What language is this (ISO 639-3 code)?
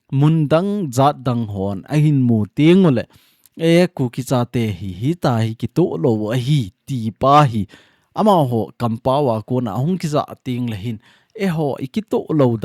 tcz